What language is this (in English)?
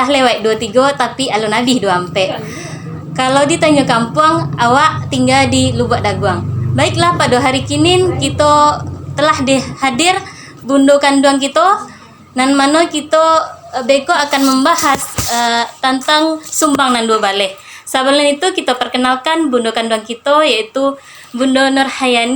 Minangkabau